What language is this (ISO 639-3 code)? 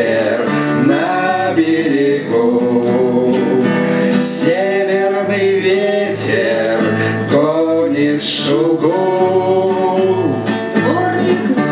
rus